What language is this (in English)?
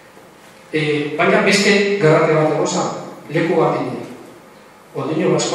Basque